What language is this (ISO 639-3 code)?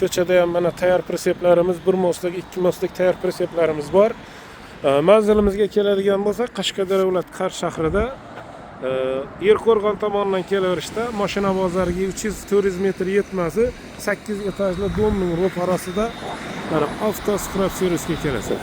uzb